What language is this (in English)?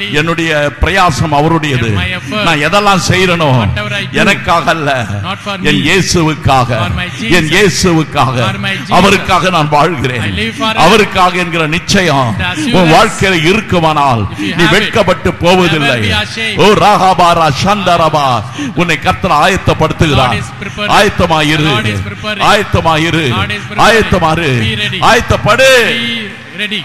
Tamil